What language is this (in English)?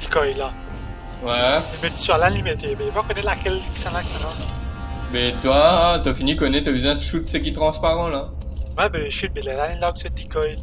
Morisyen